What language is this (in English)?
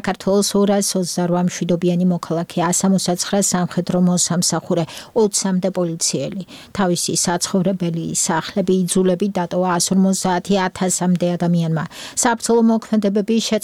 Georgian